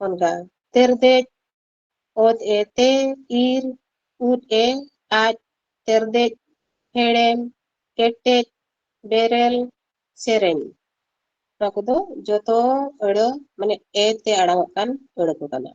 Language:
Santali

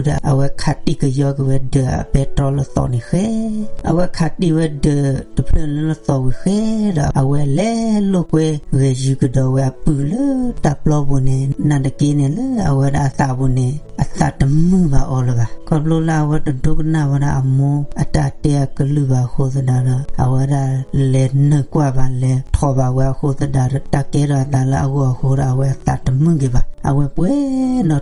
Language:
S'gaw Karen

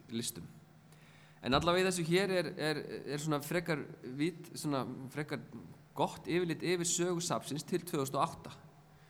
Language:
Icelandic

